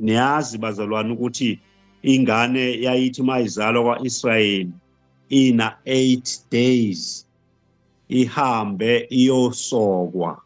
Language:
Zulu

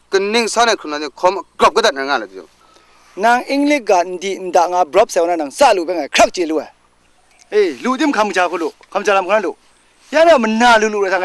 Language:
Kachin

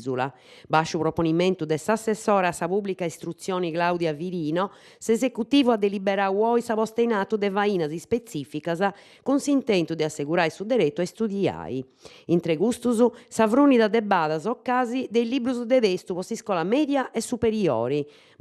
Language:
Sardinian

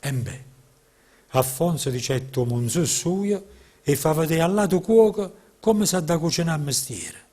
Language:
Neapolitan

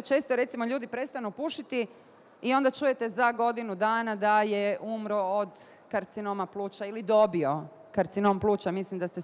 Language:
Bosnian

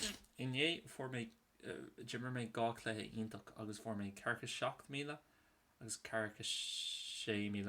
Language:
Irish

